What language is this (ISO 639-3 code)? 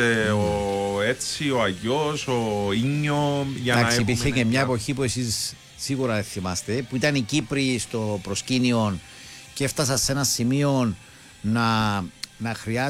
ell